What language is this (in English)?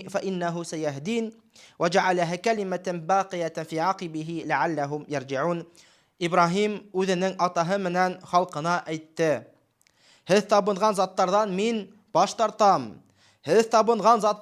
Bashkir